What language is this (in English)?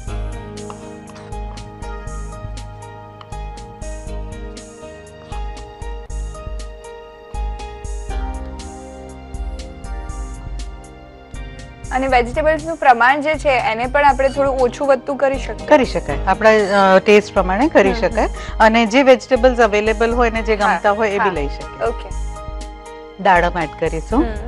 Gujarati